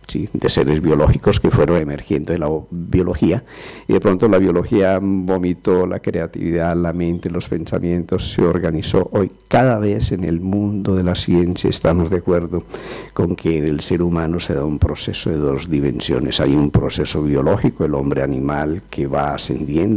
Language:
Spanish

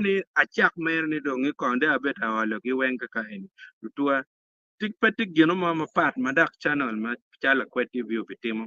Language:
Acoli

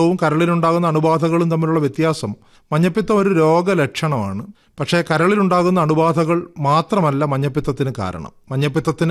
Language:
Malayalam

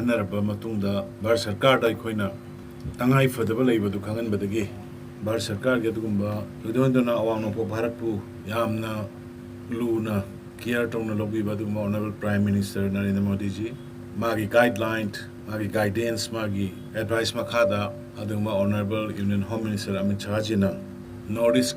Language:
Manipuri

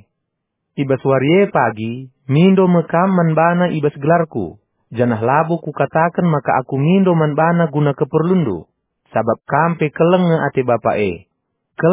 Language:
Batak Karo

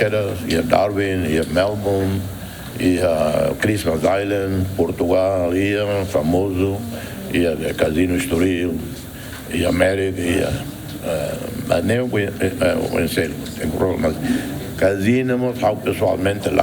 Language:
Tetum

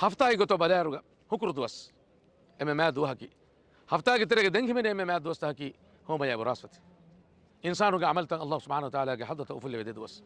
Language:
Divehi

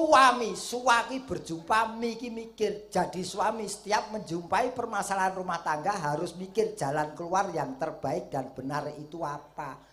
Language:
Javanese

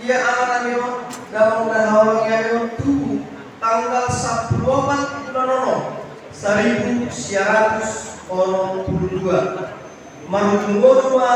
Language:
Batak Toba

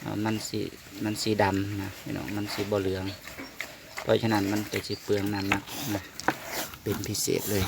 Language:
Northeastern Thai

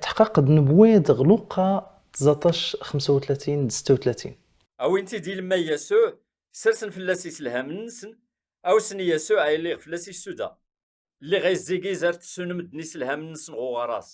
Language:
Kabyle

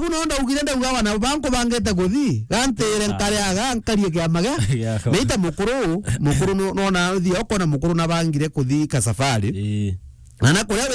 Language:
Meru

